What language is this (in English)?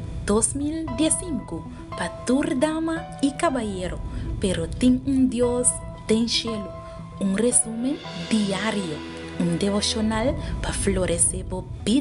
Papiamento